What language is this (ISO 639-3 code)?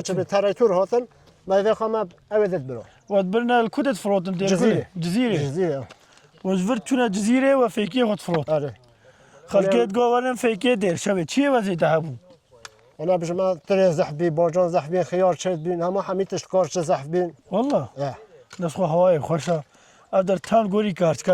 kur